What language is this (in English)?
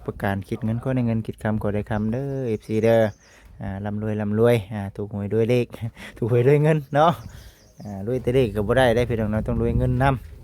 Lao